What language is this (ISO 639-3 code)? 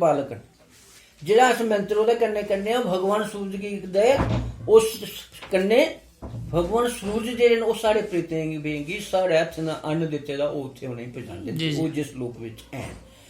doi